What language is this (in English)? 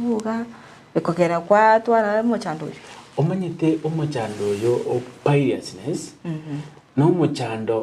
Gusii